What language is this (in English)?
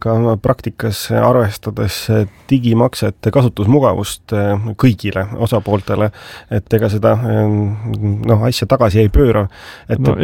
Estonian